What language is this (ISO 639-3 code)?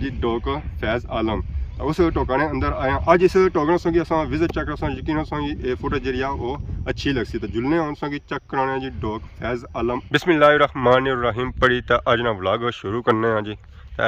phr